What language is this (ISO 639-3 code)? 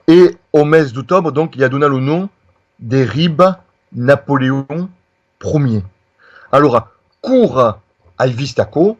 oci